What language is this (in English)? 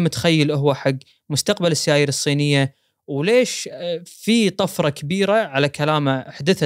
Gulf Arabic